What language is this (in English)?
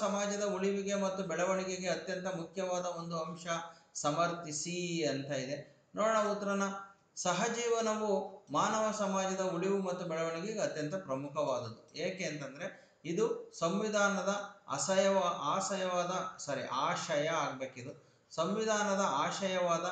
Kannada